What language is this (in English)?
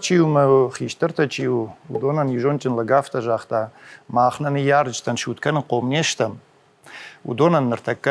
Ossetic